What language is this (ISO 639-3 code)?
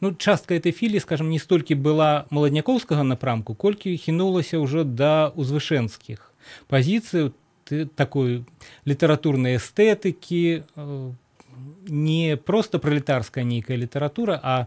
bel